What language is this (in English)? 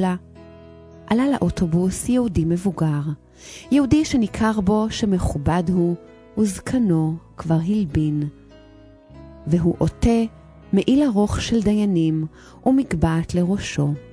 Hebrew